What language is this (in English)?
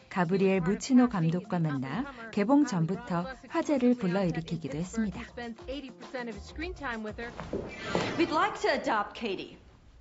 Korean